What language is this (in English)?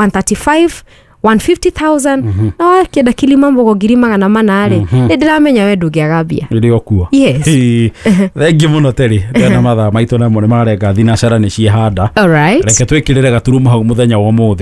Kikuyu